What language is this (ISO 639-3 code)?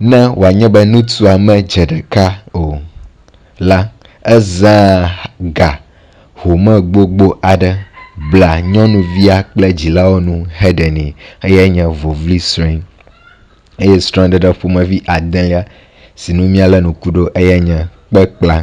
ewe